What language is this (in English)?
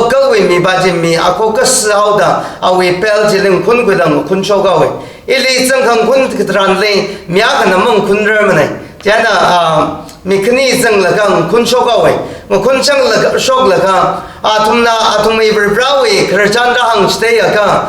Tangkhul Naga (India)